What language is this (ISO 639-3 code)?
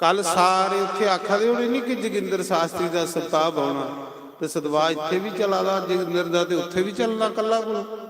doi